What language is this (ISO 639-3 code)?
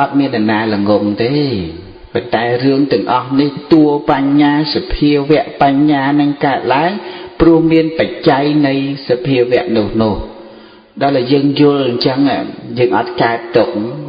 khm